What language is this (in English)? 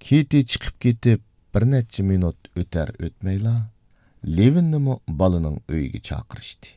Uyghur